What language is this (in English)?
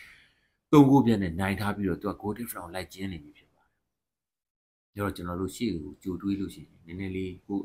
Burmese